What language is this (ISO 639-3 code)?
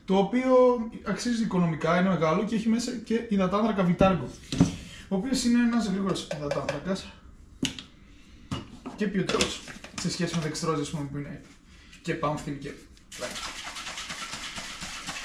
ell